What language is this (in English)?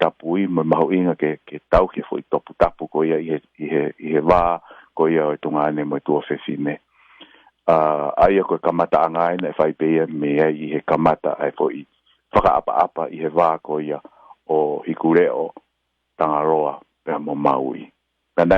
Tongan